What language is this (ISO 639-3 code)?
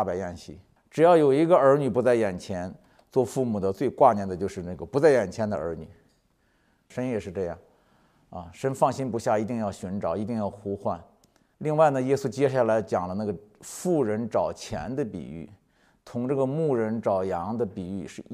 zho